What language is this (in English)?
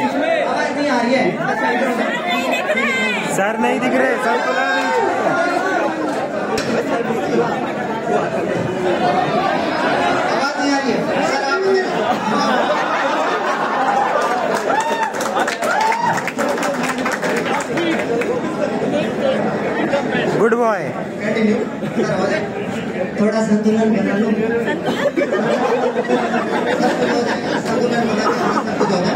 Hindi